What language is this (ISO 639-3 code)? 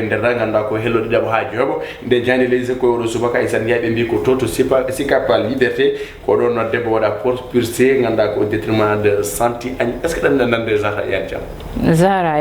ful